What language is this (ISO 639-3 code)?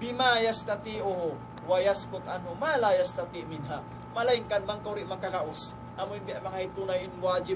tsg